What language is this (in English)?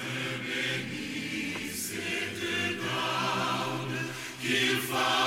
Haitian Creole